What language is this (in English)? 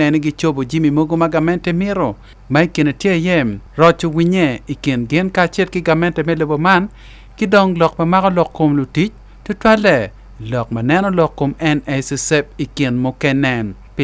Acoli